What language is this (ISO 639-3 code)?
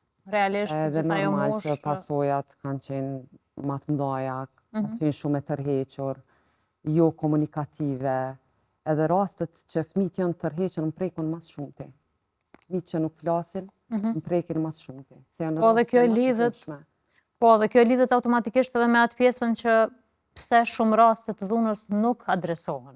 sqi